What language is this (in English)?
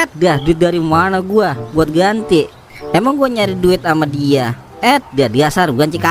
Betawi